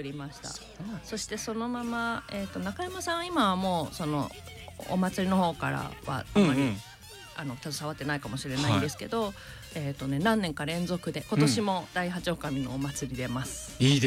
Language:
Japanese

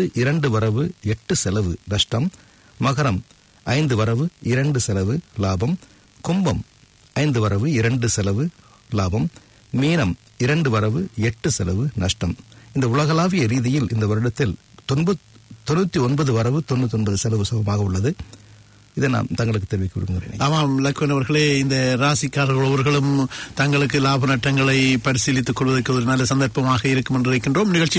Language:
Tamil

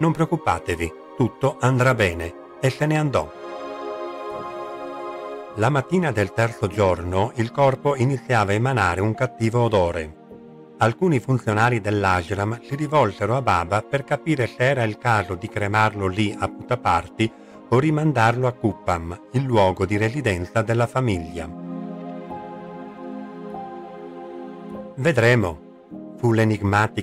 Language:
Italian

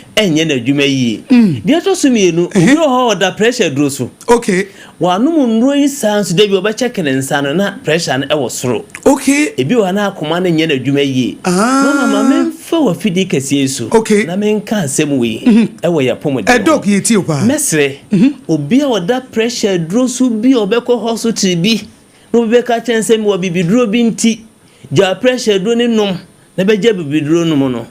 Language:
Akan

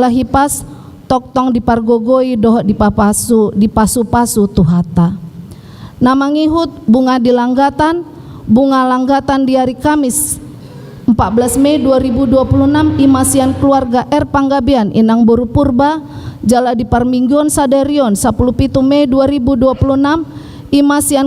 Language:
Batak Toba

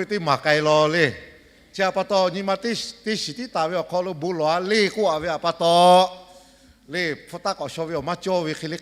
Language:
Lahu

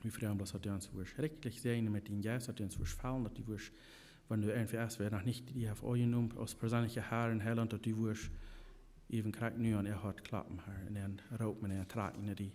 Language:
Plautdietsch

